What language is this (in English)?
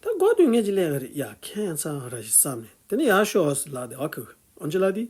Tibetan